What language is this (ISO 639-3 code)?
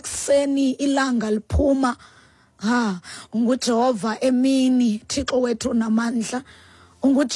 xho